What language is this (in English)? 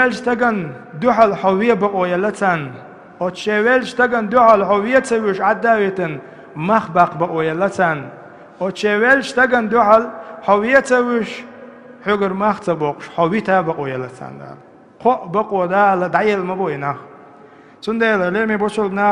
Chechen